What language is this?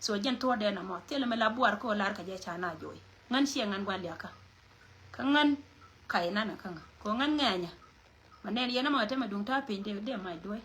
Nuer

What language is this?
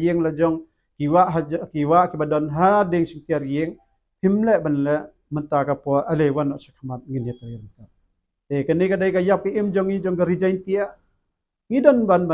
Khasi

